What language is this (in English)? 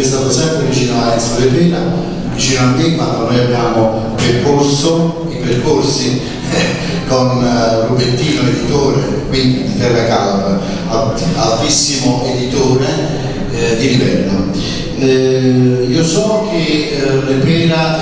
Italian